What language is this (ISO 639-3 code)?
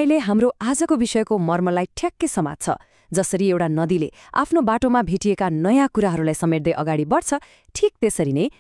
nep